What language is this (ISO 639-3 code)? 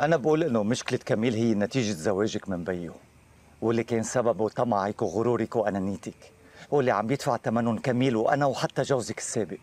apc